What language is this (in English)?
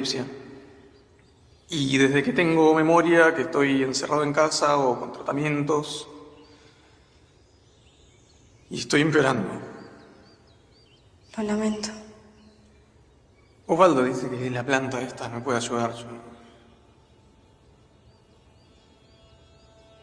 Spanish